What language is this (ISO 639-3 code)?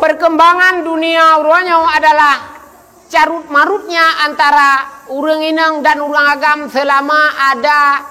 ace